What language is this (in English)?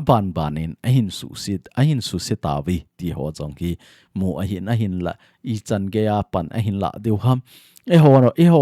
Thado Chin